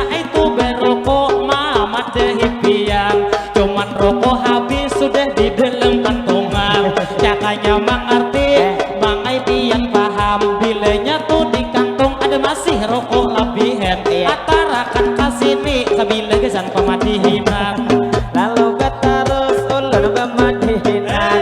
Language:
Banjar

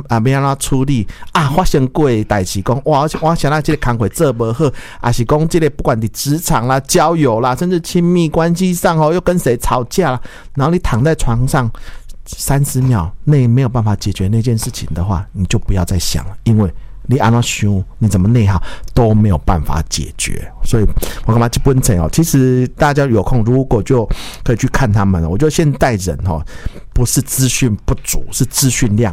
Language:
Min Nan Chinese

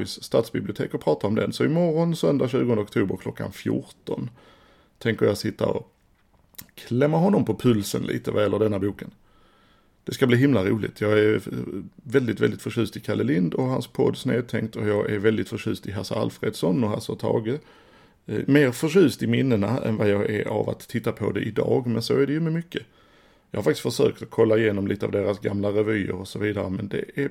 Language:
Swedish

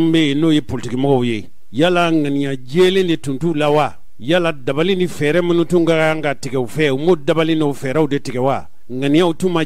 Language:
Bambara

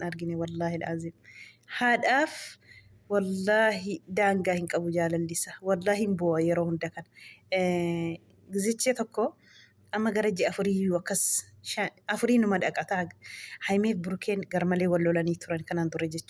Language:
Oromo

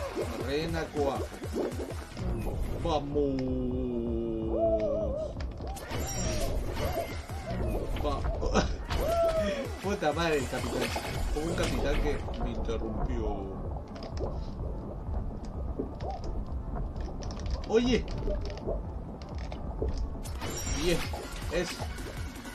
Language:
Spanish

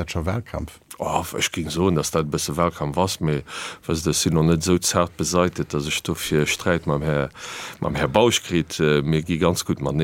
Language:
Luxembourgish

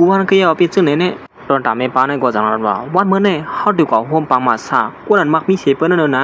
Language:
Shan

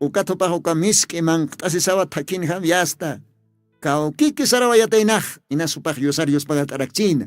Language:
Aymara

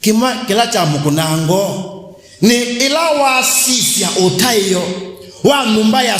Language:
Kamba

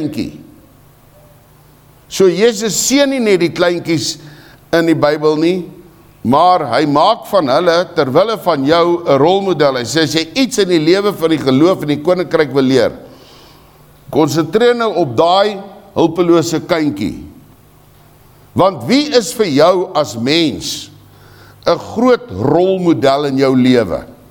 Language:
Afrikaans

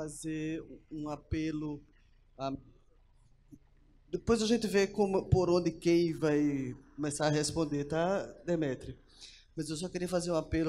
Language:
Portuguese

